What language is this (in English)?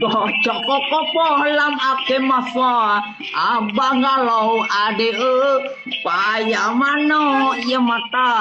Achinese